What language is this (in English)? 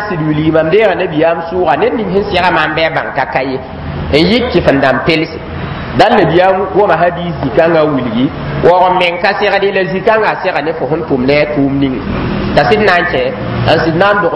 Mossi